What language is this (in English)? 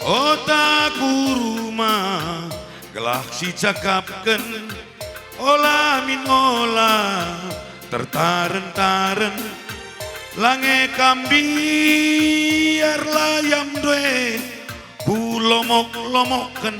Batak Karo